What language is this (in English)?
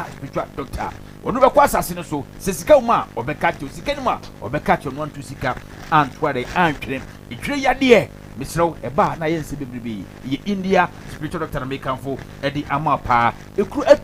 Akan